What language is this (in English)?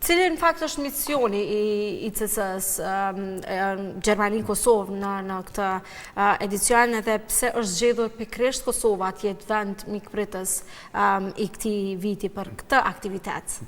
Albanian